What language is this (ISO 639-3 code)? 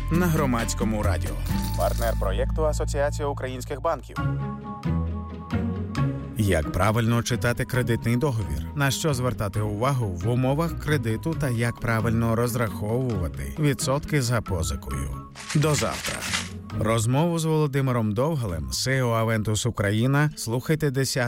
ukr